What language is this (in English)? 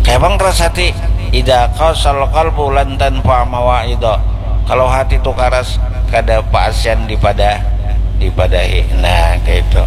Banjar